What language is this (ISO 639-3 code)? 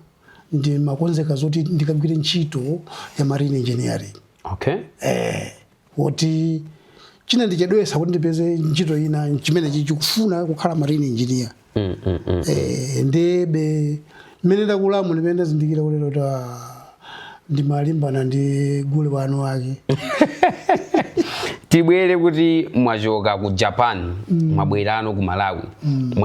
nya